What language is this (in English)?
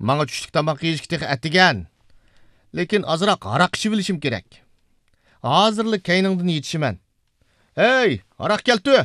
Uyghur